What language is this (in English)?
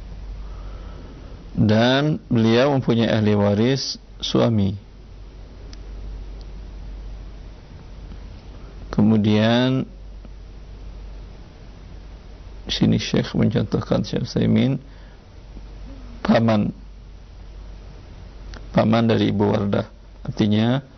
Indonesian